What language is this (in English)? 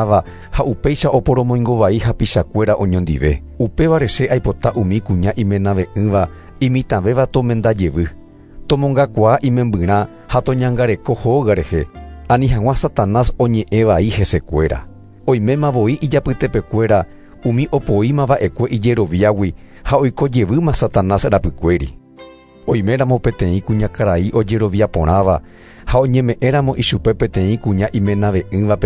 Guarani